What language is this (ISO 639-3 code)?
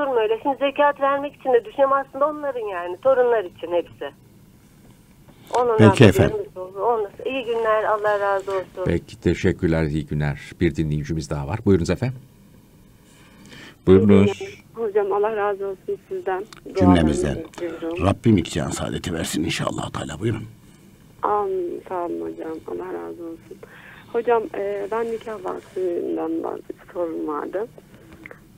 tur